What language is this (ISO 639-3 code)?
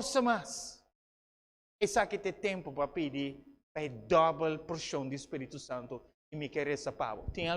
pap